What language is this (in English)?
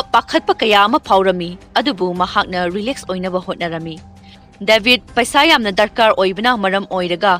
Manipuri